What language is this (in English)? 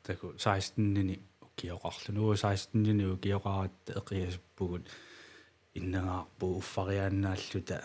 Kalaallisut